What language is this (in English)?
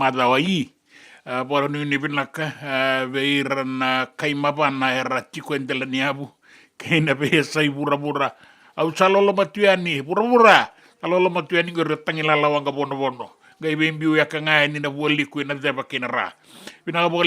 Fijian